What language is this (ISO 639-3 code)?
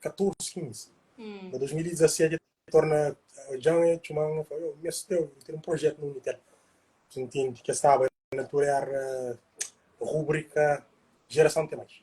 kea